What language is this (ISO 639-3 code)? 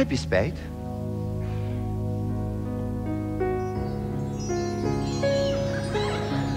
nld